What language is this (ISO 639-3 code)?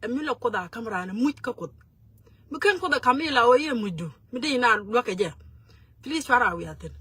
nus